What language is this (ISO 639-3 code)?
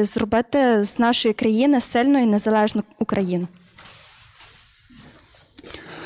ukr